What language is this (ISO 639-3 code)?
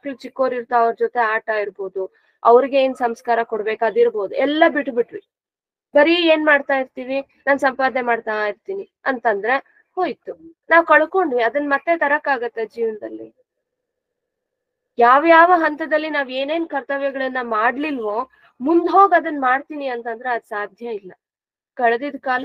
kan